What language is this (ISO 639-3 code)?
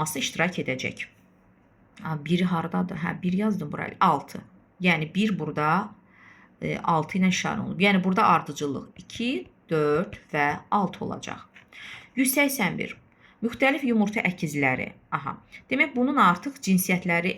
aze